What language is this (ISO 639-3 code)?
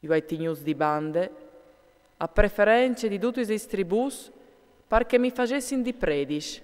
fur